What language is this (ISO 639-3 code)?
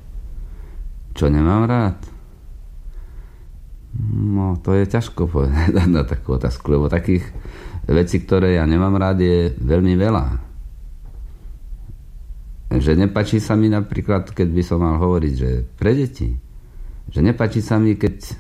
slk